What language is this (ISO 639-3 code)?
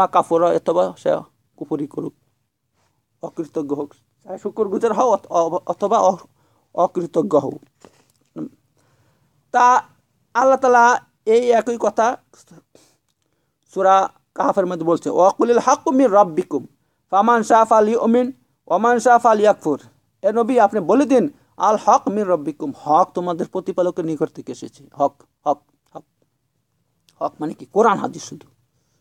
ben